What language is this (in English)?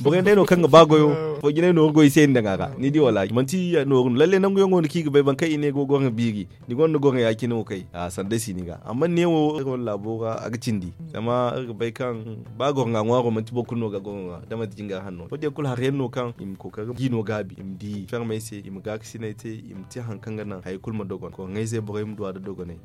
Zarma